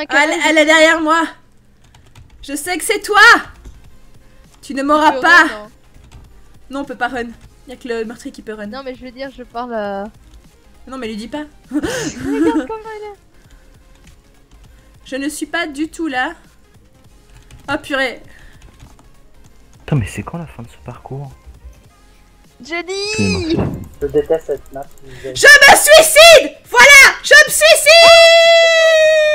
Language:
French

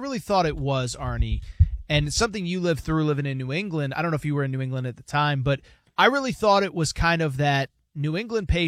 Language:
English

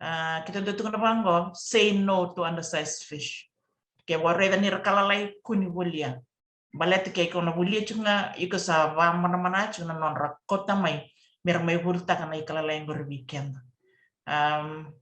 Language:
Fijian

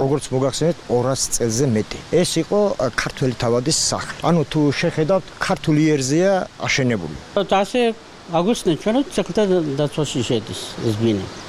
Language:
Georgian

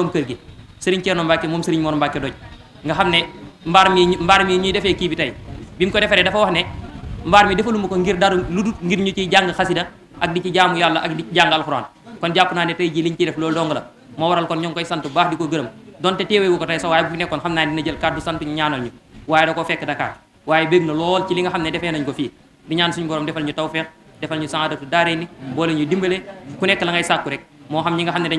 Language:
Wolof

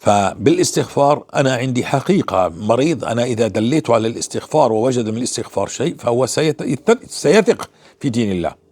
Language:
North Levantine Arabic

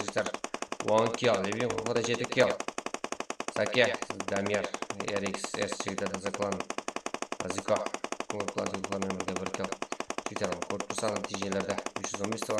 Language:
Kara-Kalpak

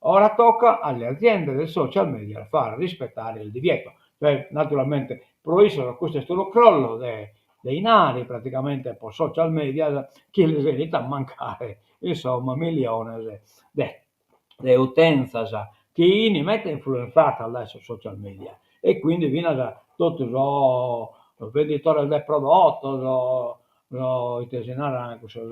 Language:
Sardinian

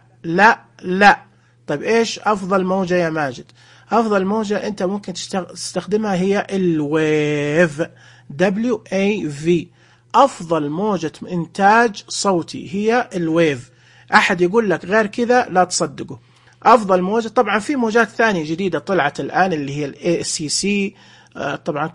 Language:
Najdi Arabic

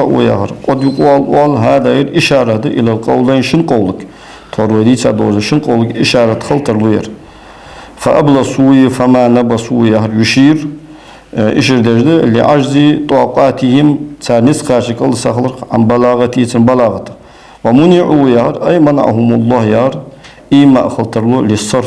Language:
Ingush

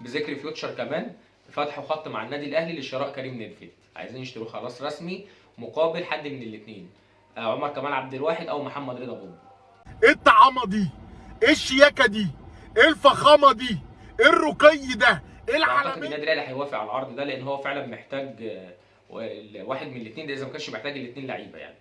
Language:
Egyptian Arabic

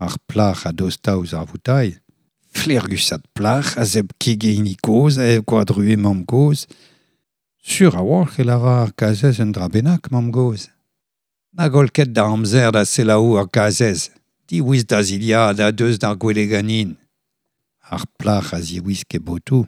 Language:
Breton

